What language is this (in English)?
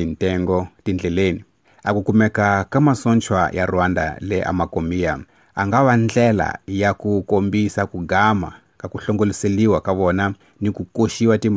Tsonga